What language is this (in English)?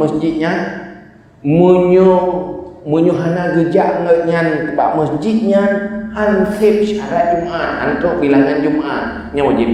Achinese